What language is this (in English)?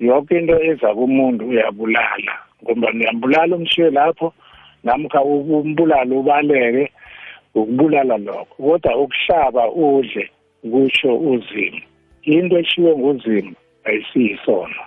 South Ndebele